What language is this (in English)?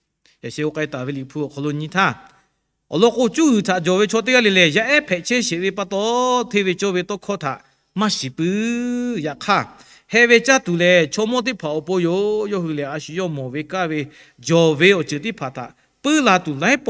Lahu